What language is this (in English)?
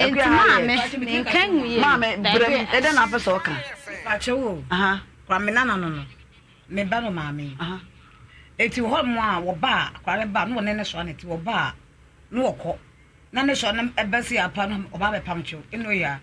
Akan